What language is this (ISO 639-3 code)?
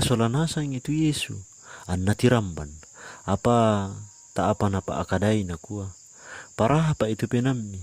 sda